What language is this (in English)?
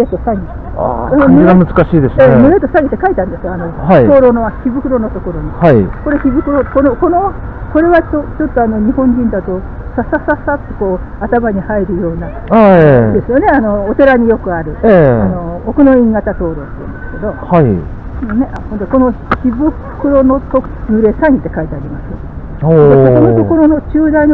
Japanese